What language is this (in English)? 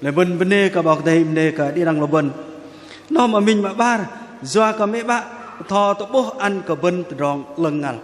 Bahnar